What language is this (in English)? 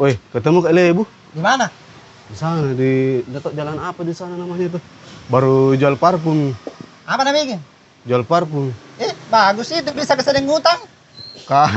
Makassar Malay